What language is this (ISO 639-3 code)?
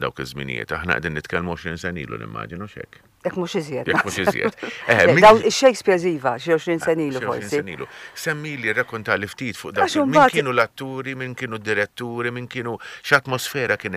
mlt